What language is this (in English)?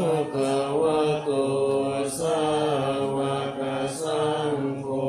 Pali